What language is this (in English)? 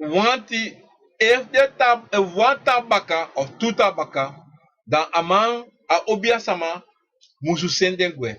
Sranan Tongo